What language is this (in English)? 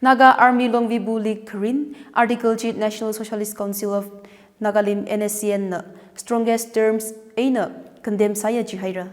Tangkhul Naga (India)